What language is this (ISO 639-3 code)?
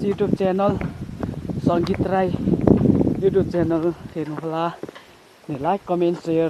nep